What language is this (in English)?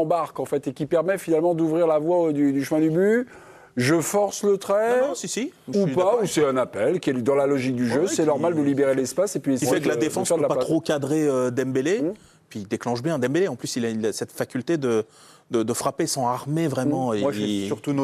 French